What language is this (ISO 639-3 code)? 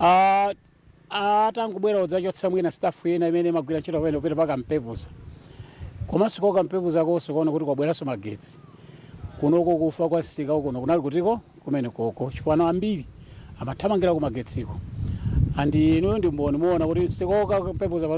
nya